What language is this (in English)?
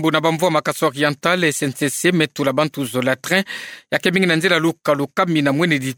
Kituba (Democratic Republic of Congo)